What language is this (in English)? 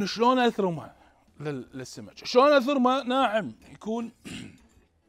Mesopotamian Arabic